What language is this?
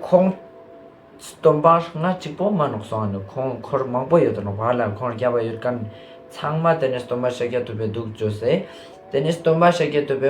Ladakhi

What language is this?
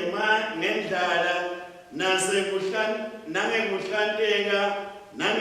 Swati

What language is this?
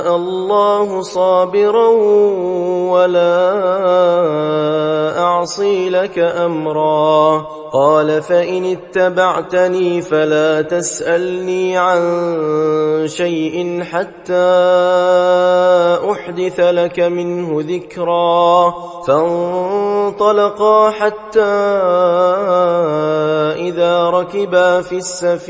Arabic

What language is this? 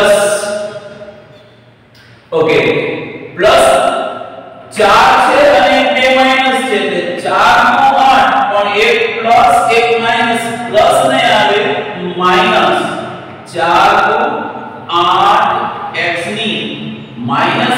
Gujarati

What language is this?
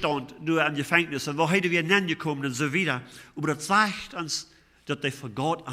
Plautdietsch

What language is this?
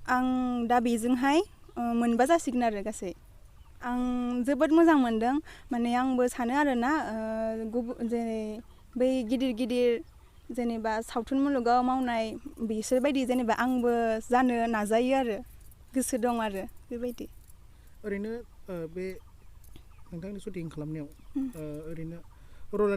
Bodo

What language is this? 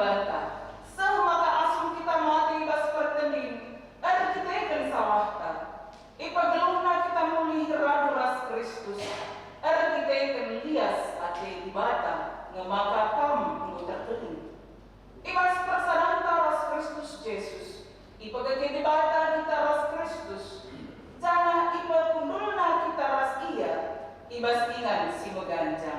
Batak Karo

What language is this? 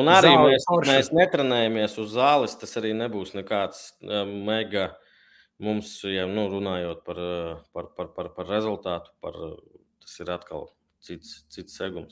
Latvian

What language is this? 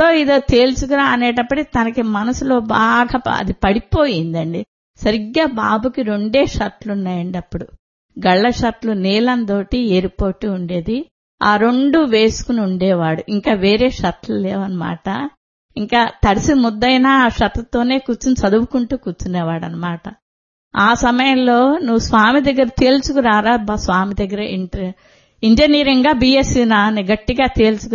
Telugu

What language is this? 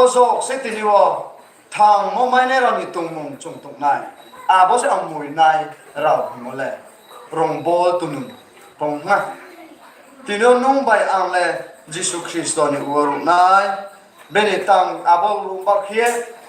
Riang (India)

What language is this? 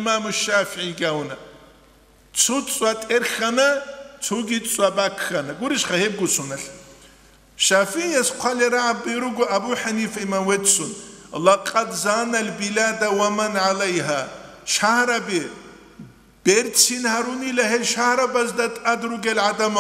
Avaric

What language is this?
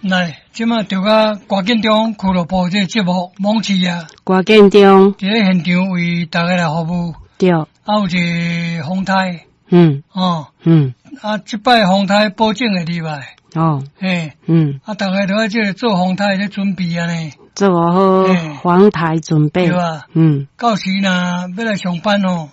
Min Nan Chinese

